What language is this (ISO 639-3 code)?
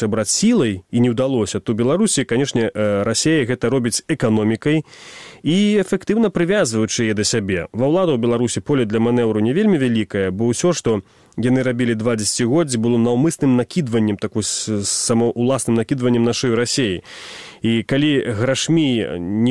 bel